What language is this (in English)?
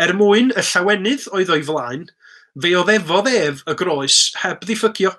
Welsh